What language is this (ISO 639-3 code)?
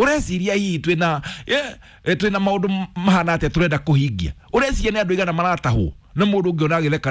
kik